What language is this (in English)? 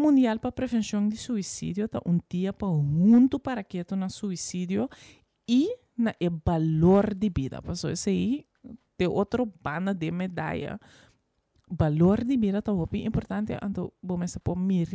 Papiamento